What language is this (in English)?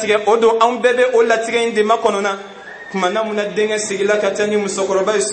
Bambara